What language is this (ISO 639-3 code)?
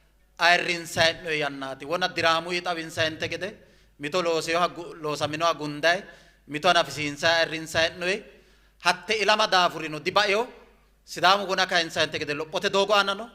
sid